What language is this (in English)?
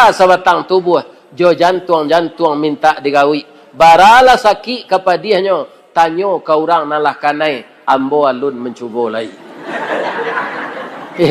Minangkabau